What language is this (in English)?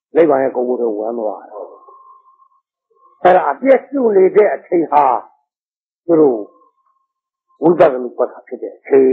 Burmese